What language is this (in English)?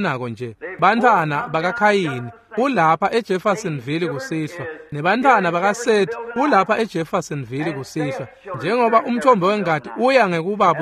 Swati